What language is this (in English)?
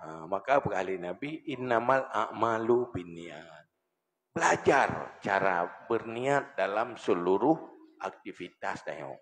Achinese